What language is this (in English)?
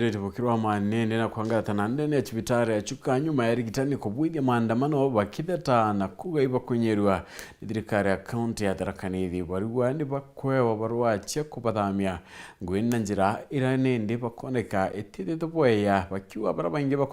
Meru